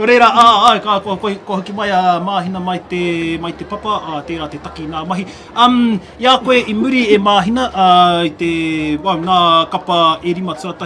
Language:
Māori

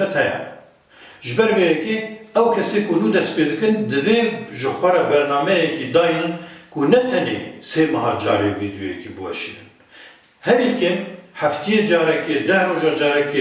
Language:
Kurdish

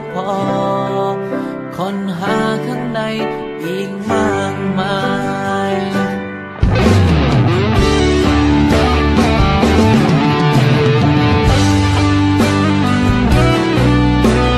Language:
Thai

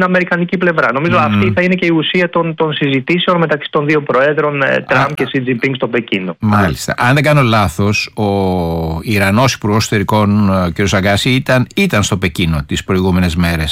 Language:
Greek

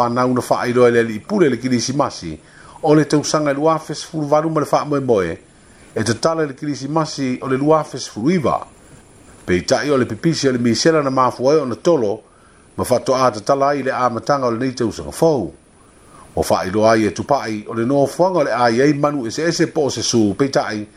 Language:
Samoan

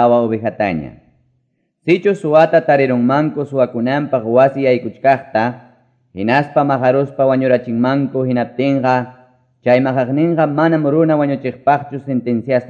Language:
Quechua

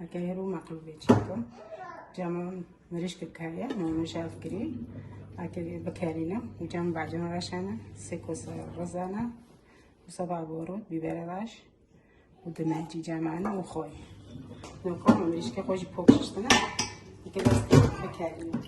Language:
Kurdish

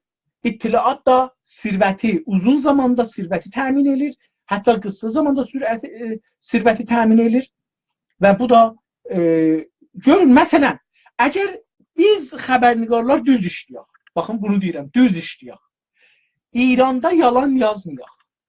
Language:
South Azerbaijani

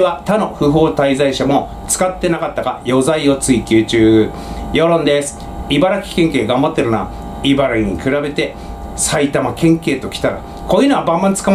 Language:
Japanese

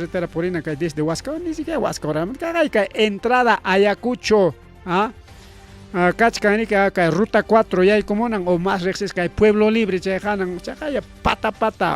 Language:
Ayacucho Quechua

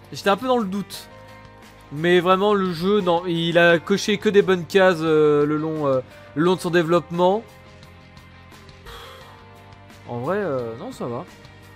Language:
French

